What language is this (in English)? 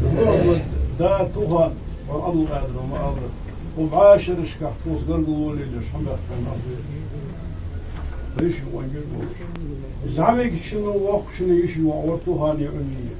Ingush